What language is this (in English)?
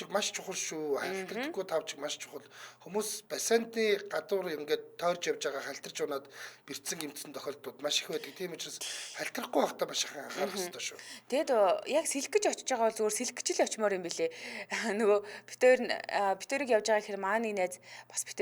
Mongolian